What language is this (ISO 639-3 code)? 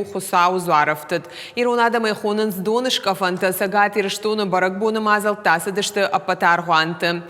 oss